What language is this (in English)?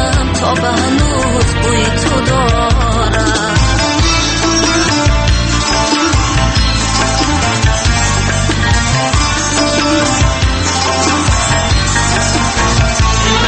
Persian